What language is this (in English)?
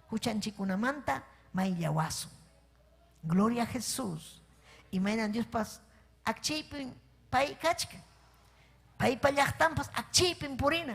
Ayacucho Quechua